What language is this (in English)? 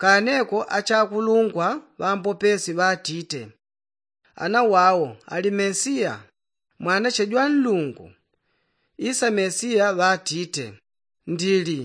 Yao